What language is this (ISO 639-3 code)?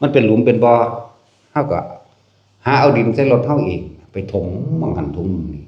tts